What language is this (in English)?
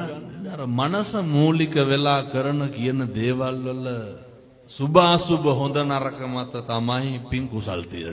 Sinhala